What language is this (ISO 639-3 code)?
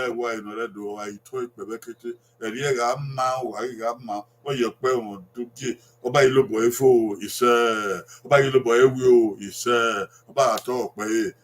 bin